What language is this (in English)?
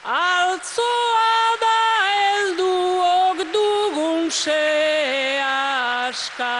Basque